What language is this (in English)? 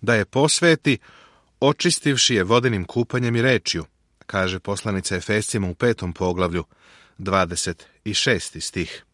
Serbian